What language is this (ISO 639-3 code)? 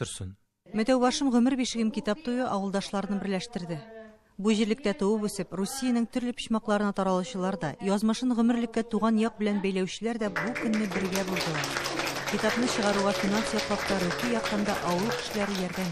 tat